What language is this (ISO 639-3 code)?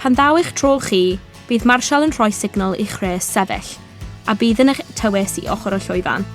cym